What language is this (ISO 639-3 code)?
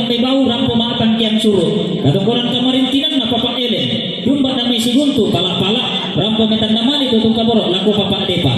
sda